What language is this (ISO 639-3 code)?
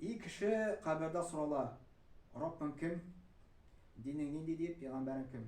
tat